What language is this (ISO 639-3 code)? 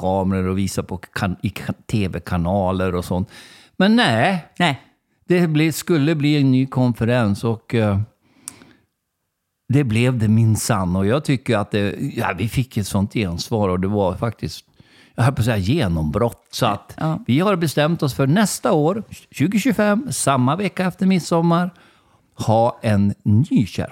swe